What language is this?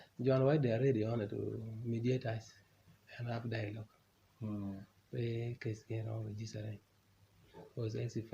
Acoli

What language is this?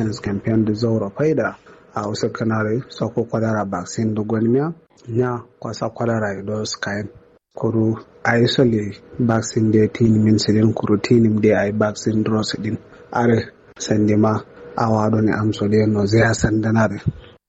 Kanuri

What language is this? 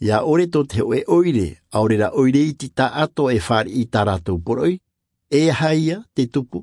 Tahitian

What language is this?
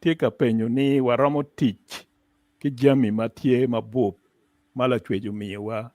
Acoli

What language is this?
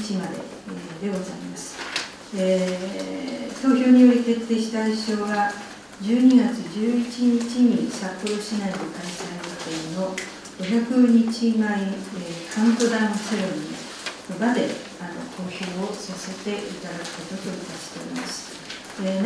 Japanese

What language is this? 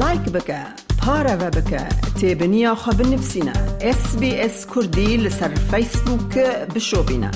Kurdish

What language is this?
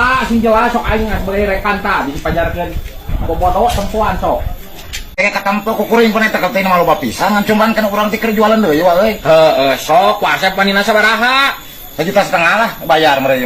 Sundanese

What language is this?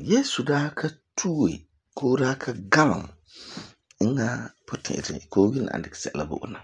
Frafra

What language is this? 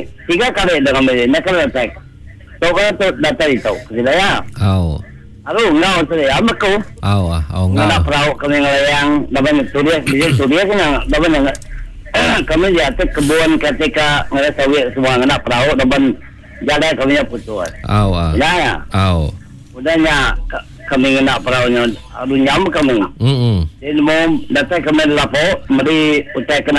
Iban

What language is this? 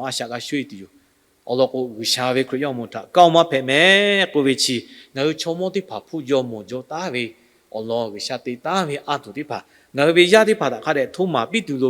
Lahu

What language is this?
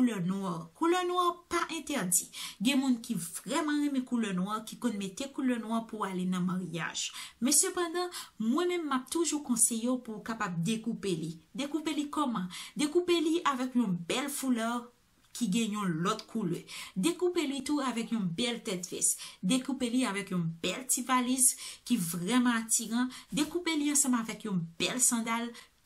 Haitian Creole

